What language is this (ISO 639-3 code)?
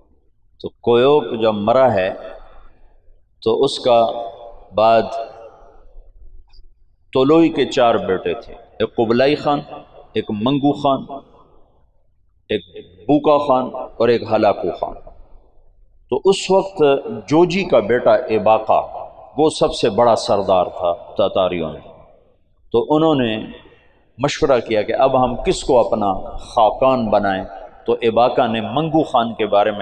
urd